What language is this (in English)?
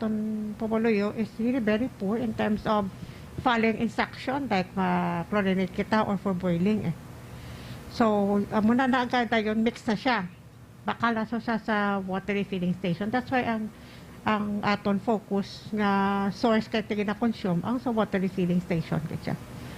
Hiligaynon